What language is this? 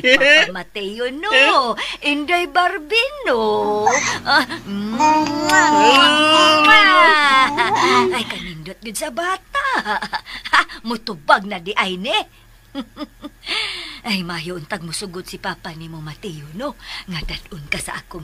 Cebuano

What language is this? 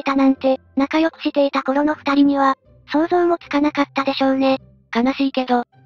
Japanese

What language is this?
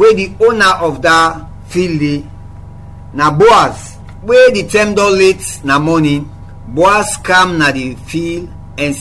Krio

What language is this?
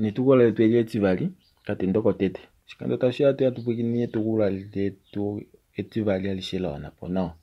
Kuanyama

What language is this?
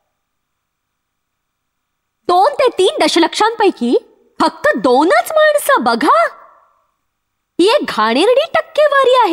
Marathi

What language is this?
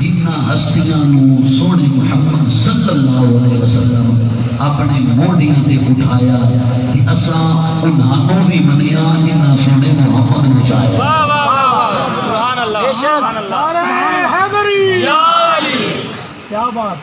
Saraiki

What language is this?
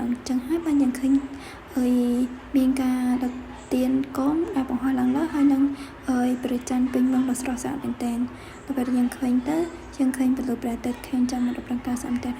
Khmer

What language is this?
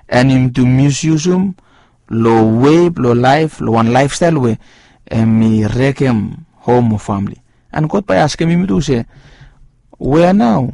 Bislama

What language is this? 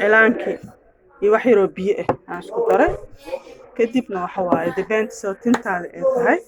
Somali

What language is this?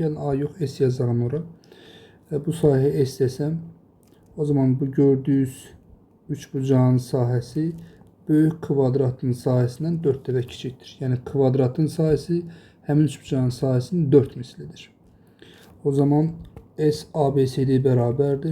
Azerbaijani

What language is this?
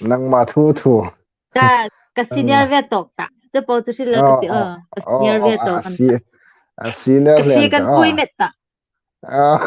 Hmar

